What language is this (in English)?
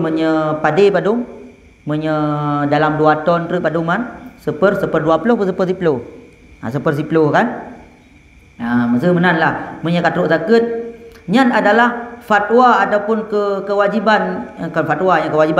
Achinese